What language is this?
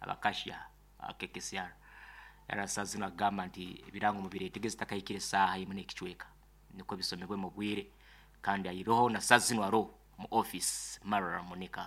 Nyoro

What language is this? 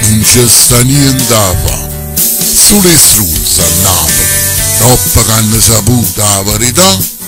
Neapolitan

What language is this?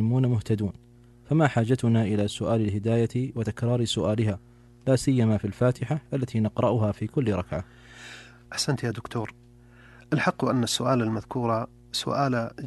Arabic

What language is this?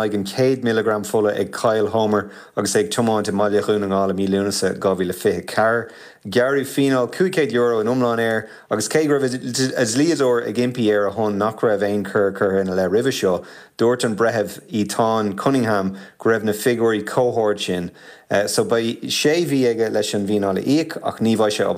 Irish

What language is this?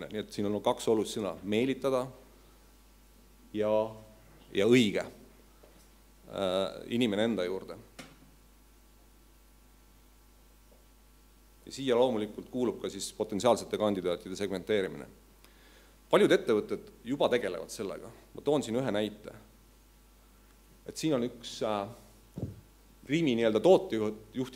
Estonian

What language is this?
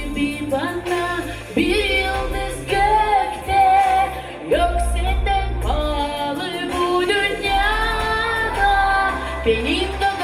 Gagauz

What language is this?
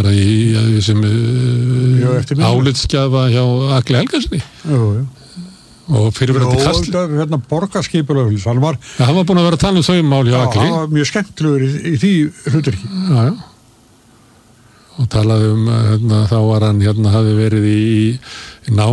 Icelandic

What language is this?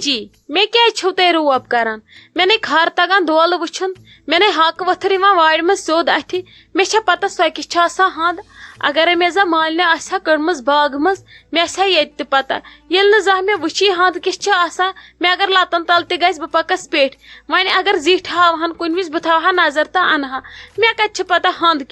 Kashmiri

